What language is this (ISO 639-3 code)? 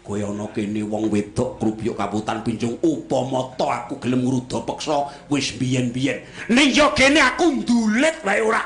jav